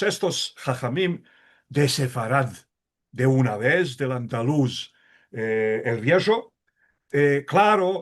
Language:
Ladino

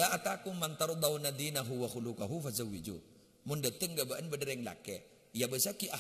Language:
Madurese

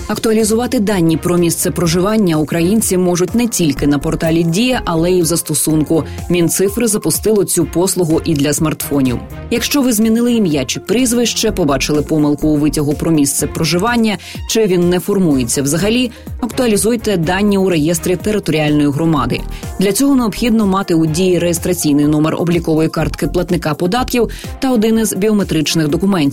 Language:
Ukrainian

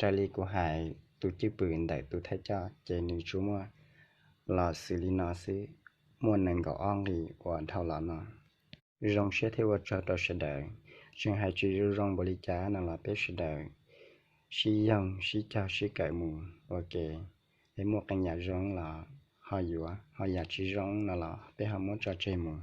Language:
Hmong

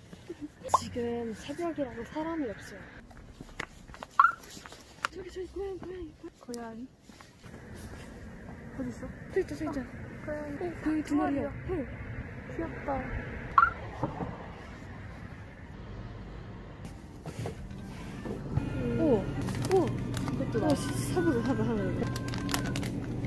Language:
Korean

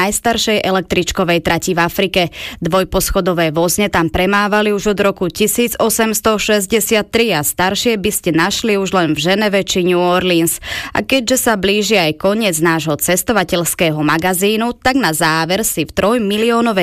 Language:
Slovak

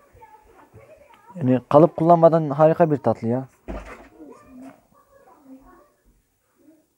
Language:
Turkish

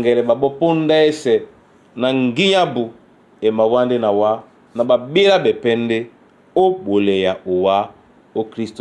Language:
Duala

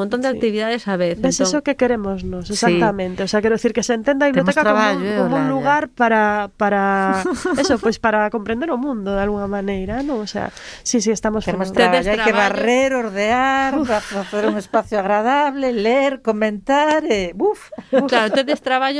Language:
Galician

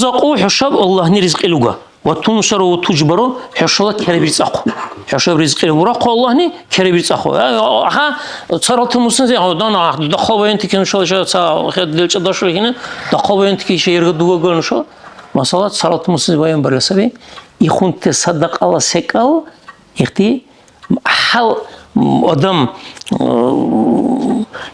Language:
Dargwa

